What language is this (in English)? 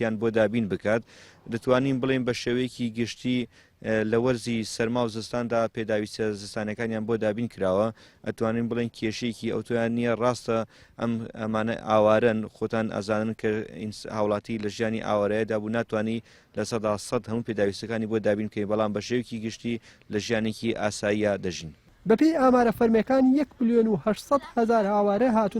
Central Kurdish